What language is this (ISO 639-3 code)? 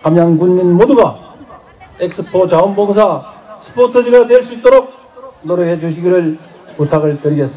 kor